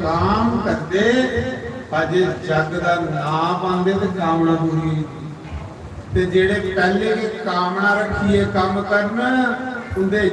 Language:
Dogri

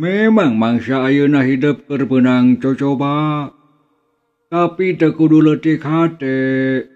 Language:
Sundanese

